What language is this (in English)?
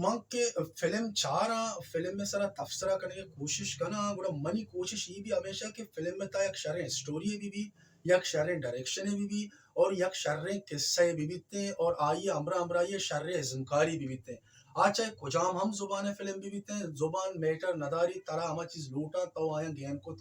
Baluchi